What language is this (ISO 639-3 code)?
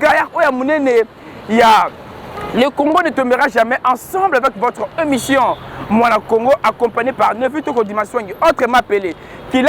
lin